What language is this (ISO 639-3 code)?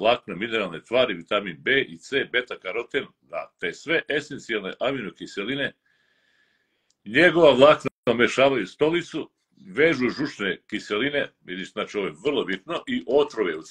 srp